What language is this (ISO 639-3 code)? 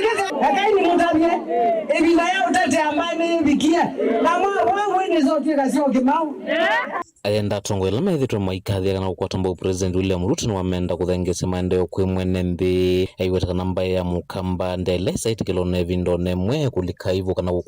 kam